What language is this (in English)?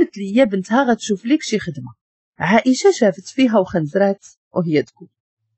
Moroccan Arabic